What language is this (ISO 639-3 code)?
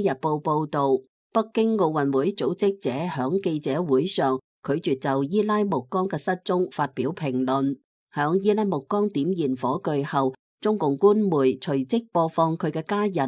yue